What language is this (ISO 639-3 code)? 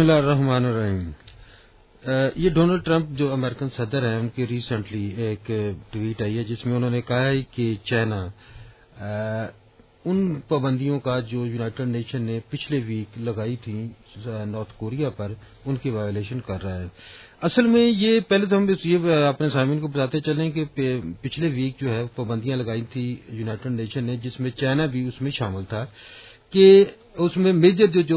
urd